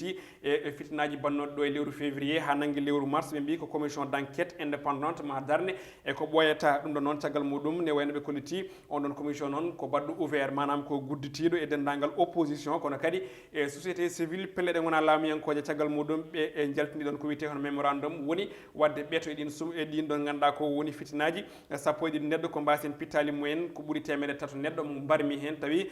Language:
Fula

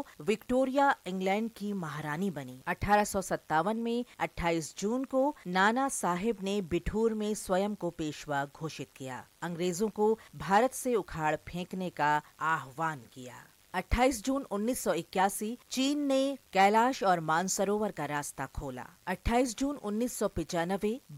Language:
Hindi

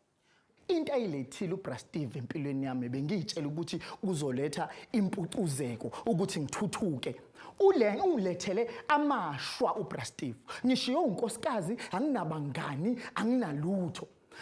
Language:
Zulu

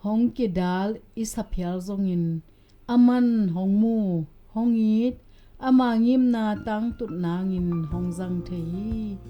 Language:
Tedim Chin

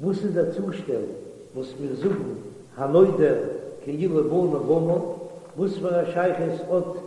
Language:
Yiddish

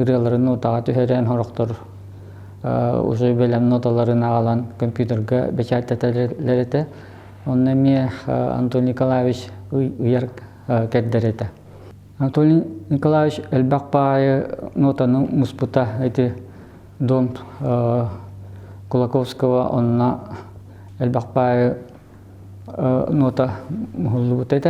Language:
Yakut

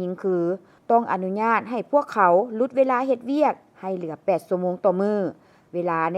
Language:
Lao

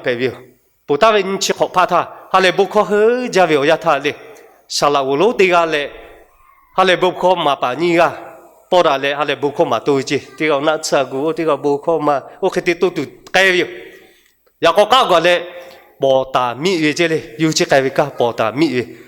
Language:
Lahu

